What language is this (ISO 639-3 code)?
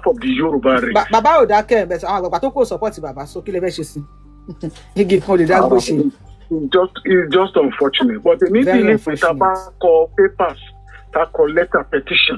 yor